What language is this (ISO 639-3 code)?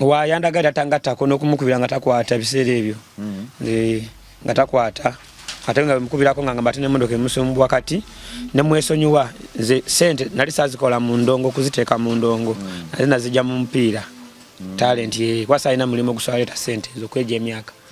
lug